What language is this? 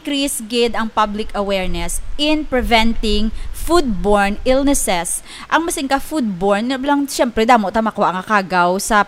Hiligaynon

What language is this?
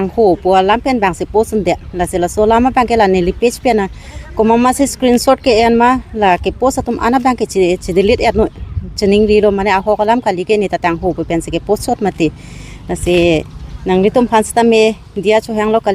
Karbi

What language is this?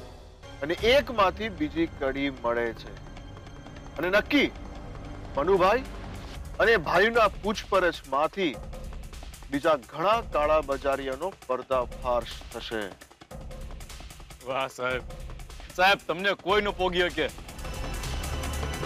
Gujarati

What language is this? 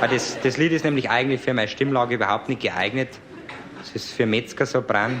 Bavarian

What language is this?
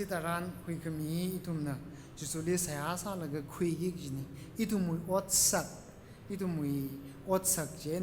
Tangkhul Naga (India)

